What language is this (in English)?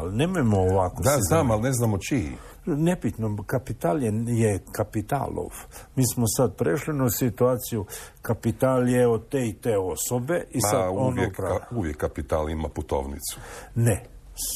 Croatian